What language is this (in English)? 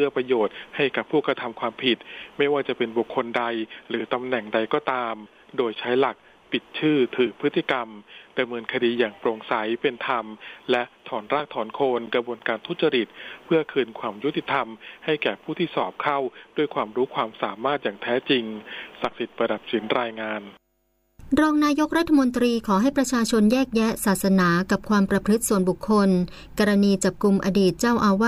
Thai